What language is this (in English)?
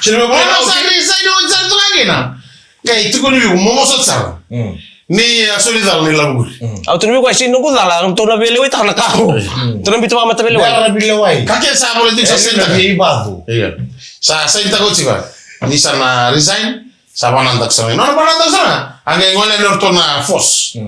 Fijian